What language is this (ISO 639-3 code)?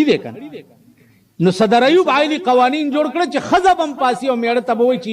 pus